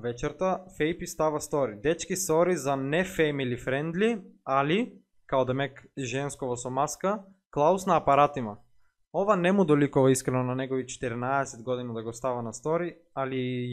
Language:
Macedonian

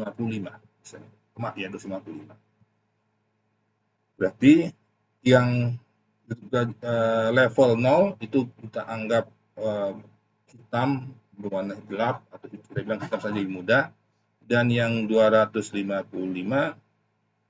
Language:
Indonesian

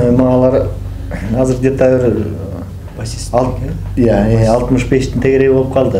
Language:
Kyrgyz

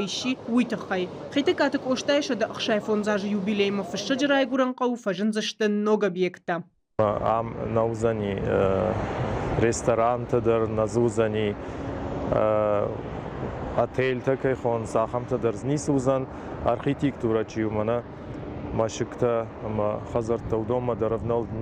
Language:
Ossetic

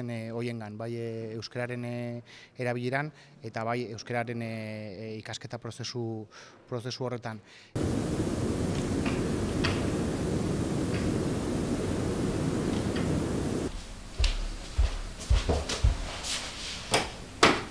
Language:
Basque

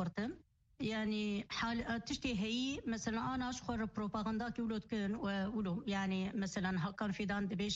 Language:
Kurdish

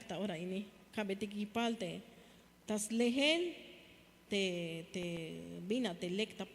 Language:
Tzeltal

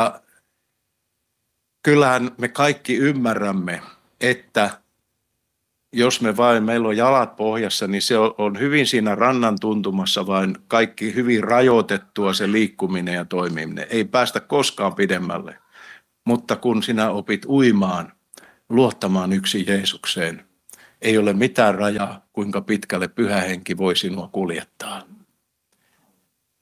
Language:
Finnish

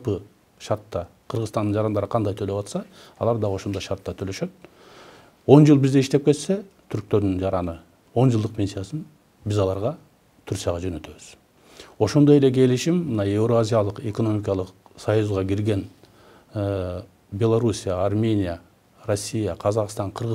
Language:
Kyrgyz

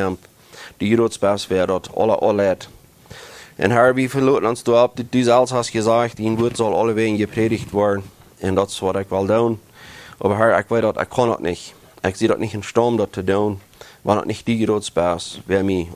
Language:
Plautdietsch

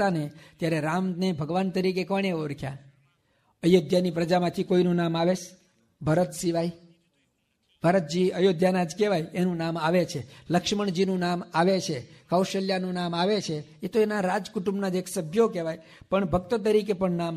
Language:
Gujarati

